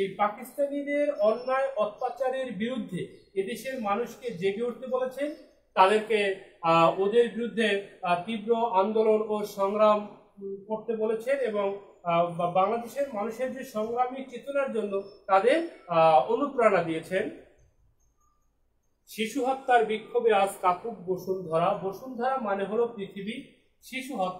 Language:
Bangla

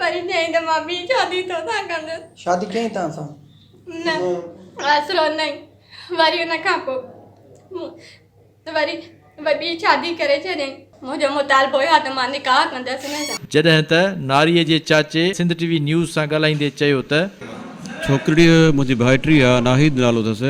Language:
Sindhi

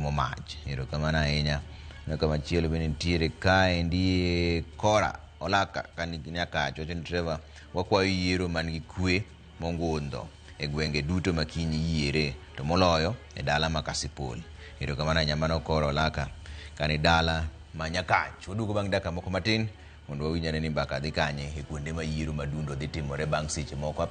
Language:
Luo (Kenya and Tanzania)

